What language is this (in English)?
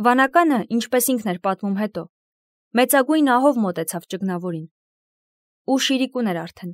Armenian